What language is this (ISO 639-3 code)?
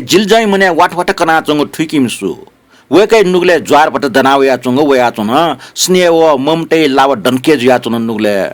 new